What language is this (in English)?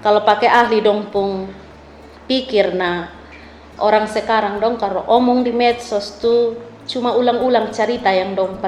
Kupang Malay